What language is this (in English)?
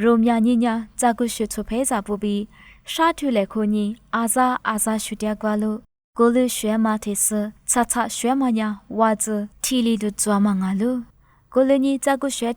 Lisu